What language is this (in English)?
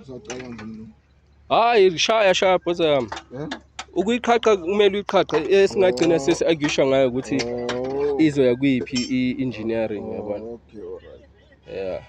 Zulu